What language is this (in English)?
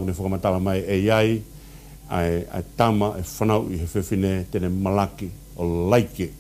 Tongan